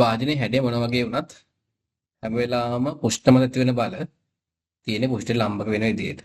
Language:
Sinhala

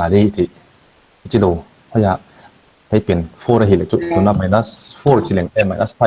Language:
Paite Chin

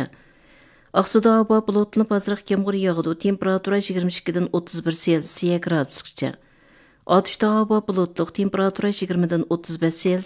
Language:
Uyghur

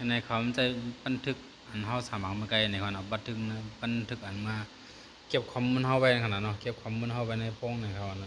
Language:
Shan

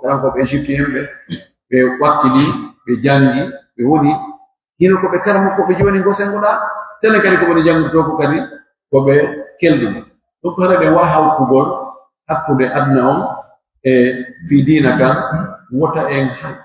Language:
Pular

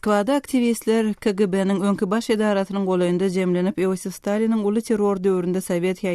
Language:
Turkmen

